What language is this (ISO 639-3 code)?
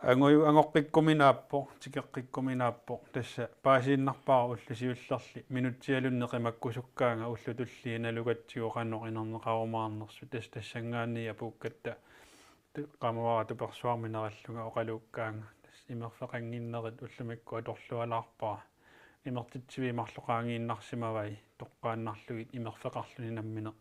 kal